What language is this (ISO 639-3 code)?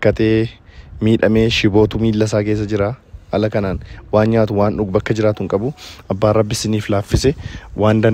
orm